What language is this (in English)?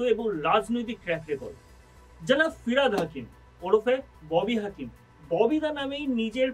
Bangla